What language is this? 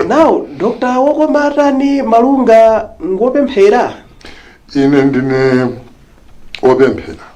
Nyanja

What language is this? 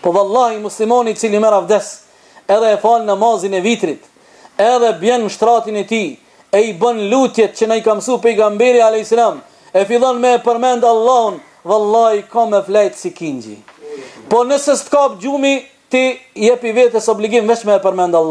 Albanian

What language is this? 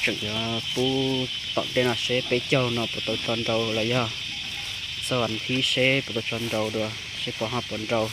Hmong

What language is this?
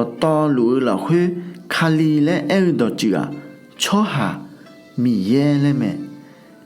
Akha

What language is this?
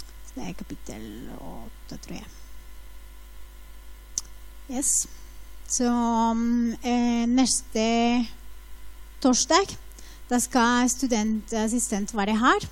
Norwegian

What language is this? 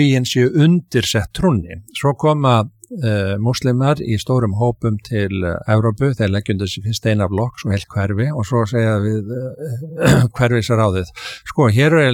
Icelandic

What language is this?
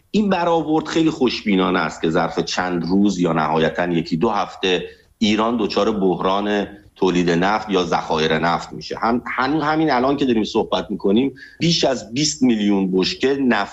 Persian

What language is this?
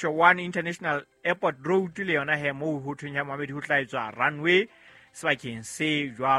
Southern Sotho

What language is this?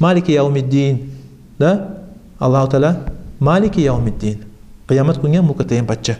Kumyk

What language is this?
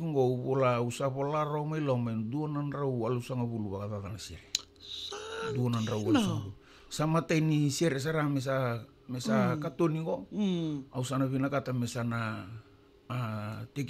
Fijian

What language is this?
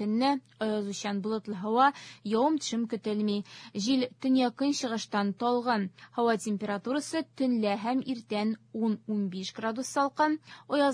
Tatar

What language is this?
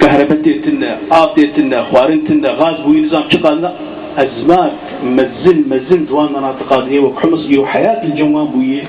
Kurdish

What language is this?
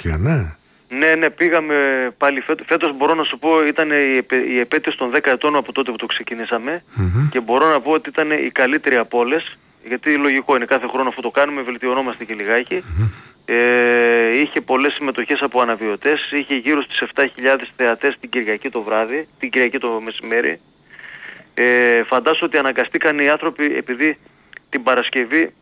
Greek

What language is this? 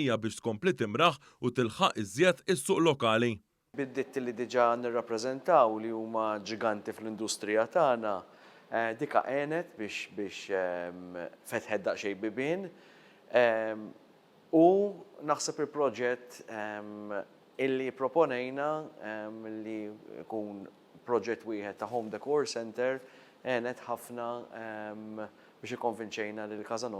Maltese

